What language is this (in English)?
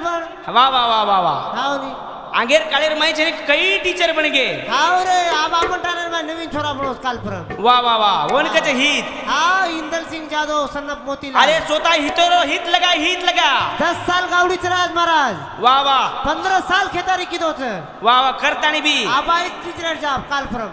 Lambadi